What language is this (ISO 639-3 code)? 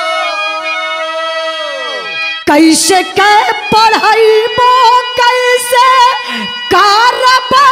bho